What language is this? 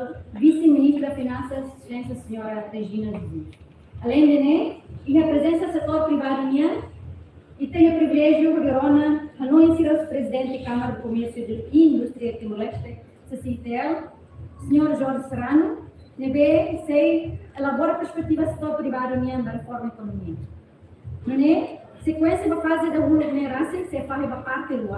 Tetum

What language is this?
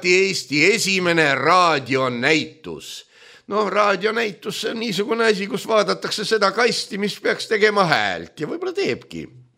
Estonian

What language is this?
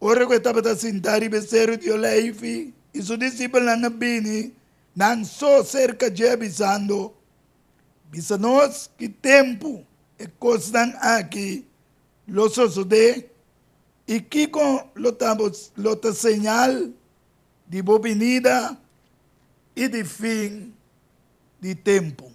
Papiamento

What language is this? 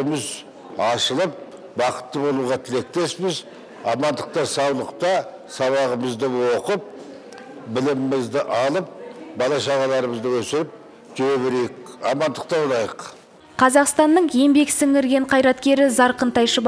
Kazakh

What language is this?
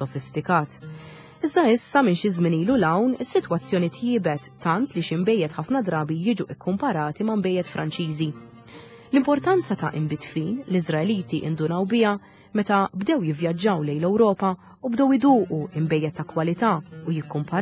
Maltese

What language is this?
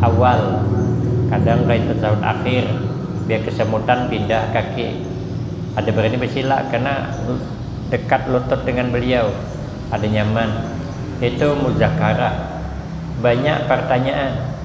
Banjar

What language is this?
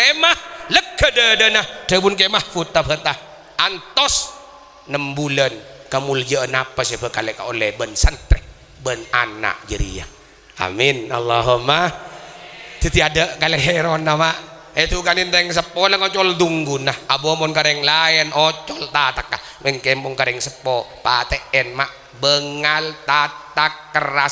Madurese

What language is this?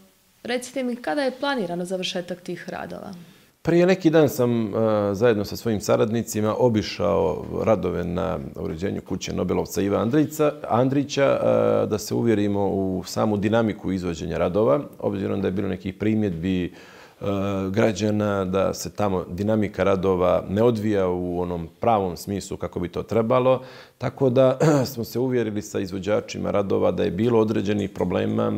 Bosnian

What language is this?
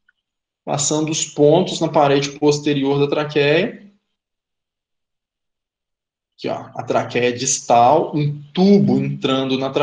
Portuguese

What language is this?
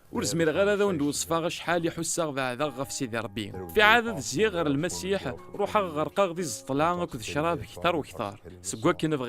Kabyle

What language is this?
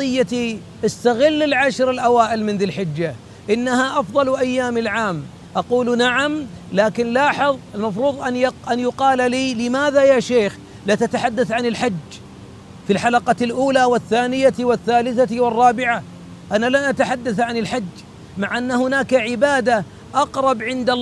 Arabic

